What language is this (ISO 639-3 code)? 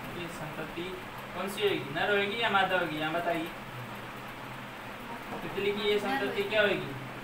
hin